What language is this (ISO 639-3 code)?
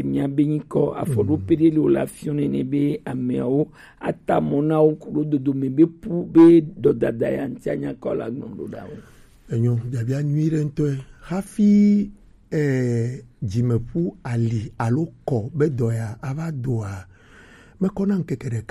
gej